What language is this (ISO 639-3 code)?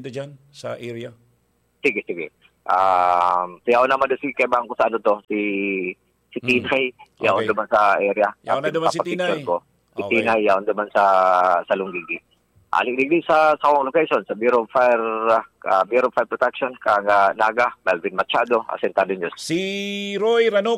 bik